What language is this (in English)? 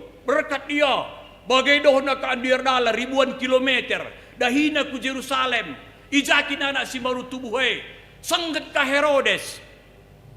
Batak Karo